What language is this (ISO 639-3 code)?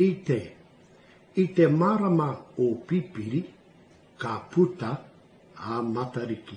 mri